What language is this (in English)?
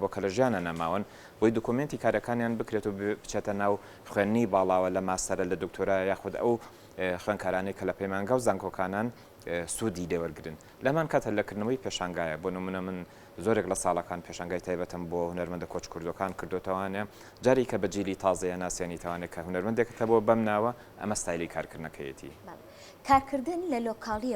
Central Kurdish